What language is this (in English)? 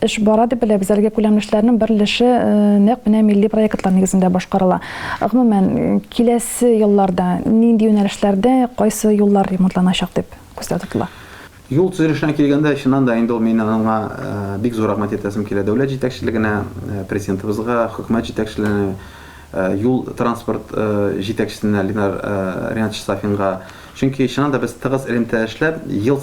Tatar